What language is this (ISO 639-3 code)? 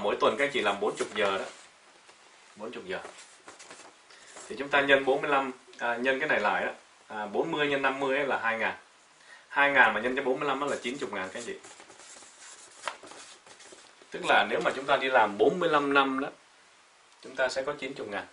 vie